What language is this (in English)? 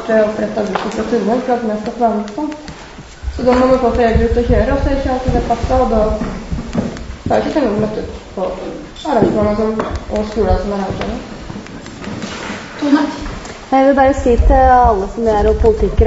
Norwegian